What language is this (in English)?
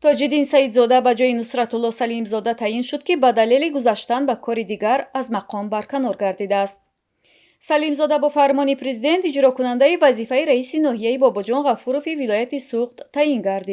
Tajik